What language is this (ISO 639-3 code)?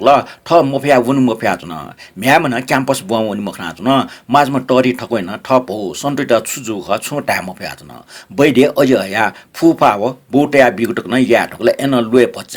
new